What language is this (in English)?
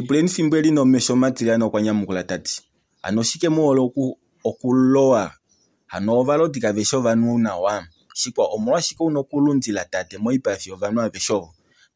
Kuanyama